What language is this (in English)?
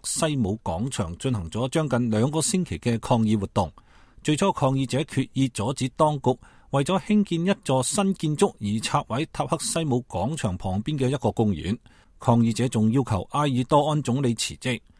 Cantonese